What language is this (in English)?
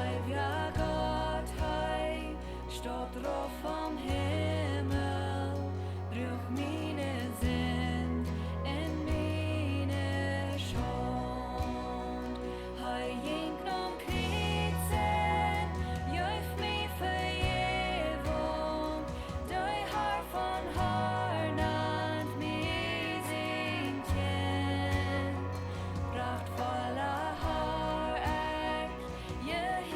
Plautdietsch